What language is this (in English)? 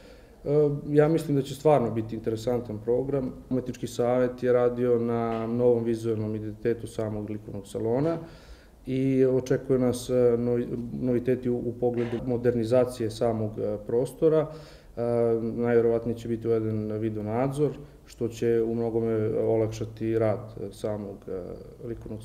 Serbian